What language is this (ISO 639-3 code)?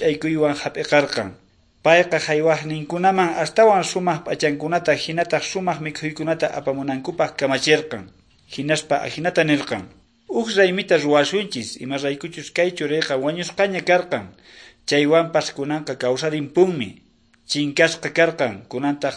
que